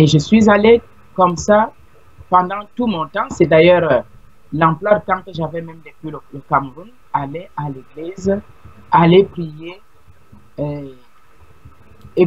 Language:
French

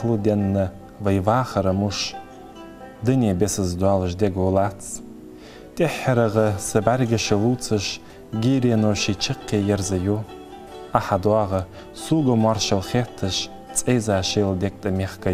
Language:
Ingush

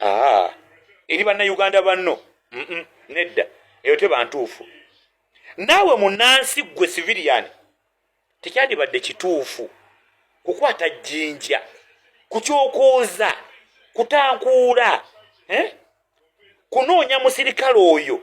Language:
Ganda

